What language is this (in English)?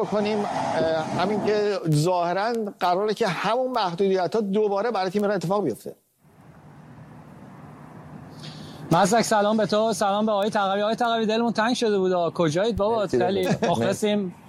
Persian